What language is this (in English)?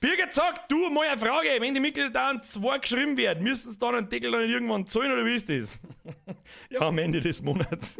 Bavarian